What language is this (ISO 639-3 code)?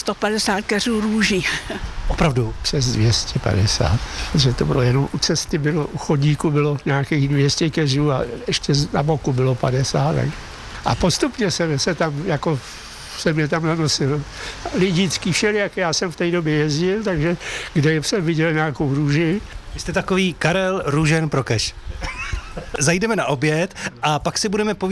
ces